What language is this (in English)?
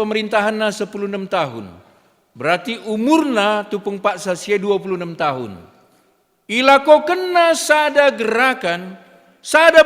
Batak Karo